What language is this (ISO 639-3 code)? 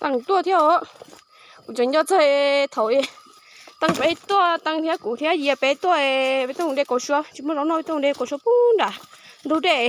hmn